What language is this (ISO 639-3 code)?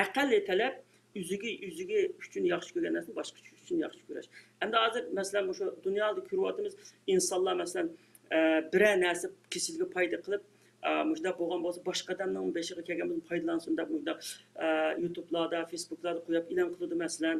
uig